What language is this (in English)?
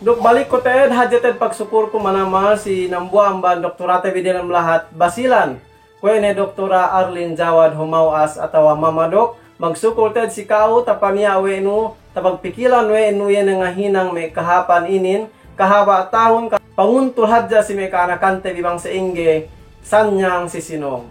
Yakan